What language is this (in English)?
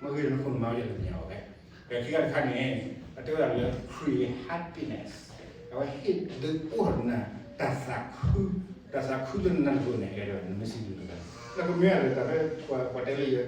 S'gaw Karen